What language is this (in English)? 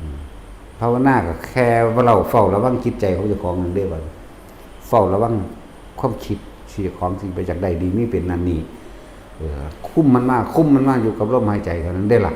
Northeastern Thai